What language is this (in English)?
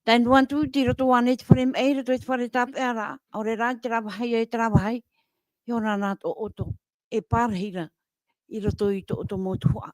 Tahitian